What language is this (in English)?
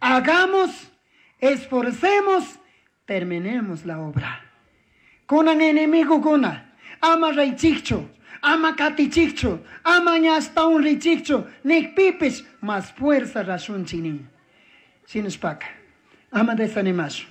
Chimborazo Highland Quichua